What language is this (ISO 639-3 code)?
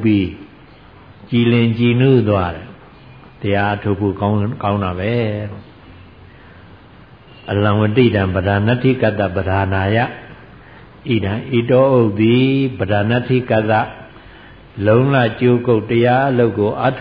mya